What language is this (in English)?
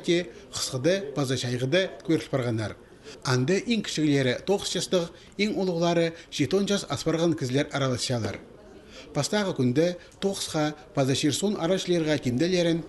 Khakas